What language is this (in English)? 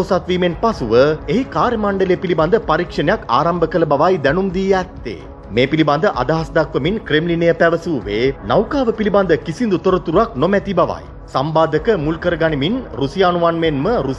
Sinhala